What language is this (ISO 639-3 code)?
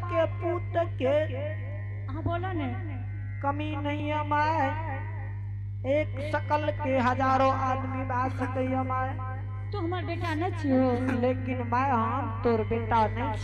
anp